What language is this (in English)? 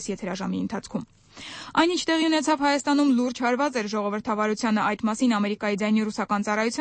Armenian